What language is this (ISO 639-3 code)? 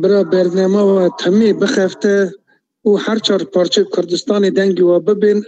kur